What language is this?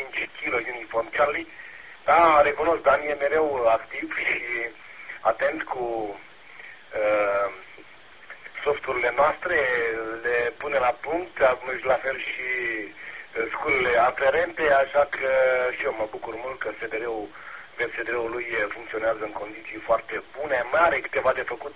Romanian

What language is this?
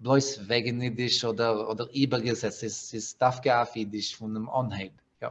Yiddish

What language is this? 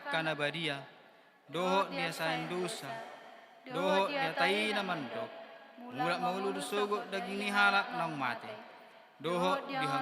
Batak Toba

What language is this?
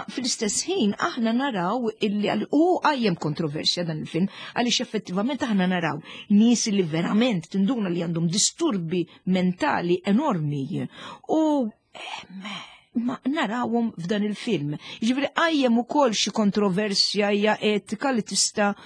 Maltese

